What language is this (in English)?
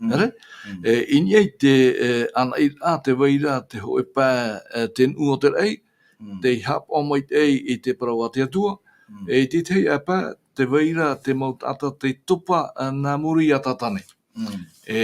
Tahitian